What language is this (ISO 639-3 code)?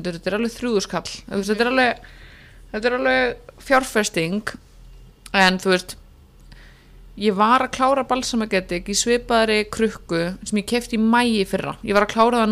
isl